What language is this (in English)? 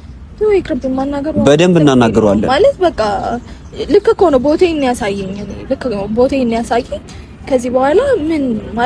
Amharic